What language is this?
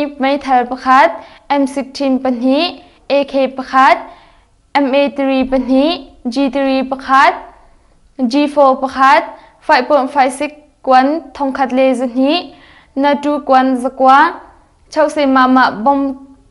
Hakha Chin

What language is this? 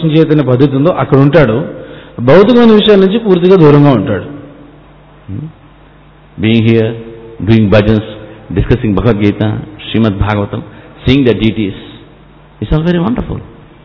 Telugu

